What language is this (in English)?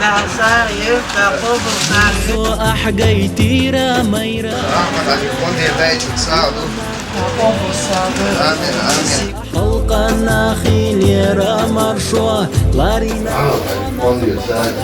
Chechen